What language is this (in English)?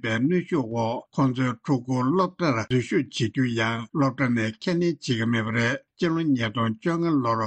Tibetan